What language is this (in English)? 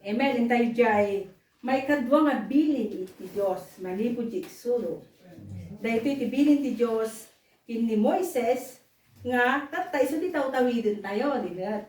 Iloko